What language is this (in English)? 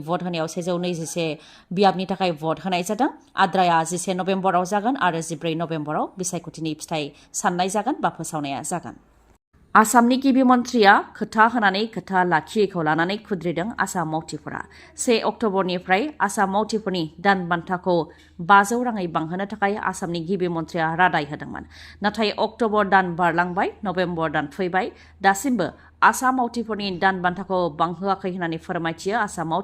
Bodo